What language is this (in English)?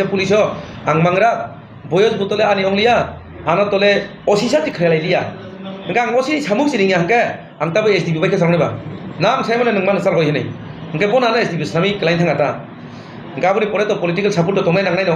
Kok Borok